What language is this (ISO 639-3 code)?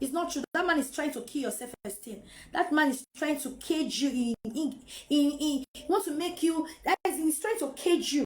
pcm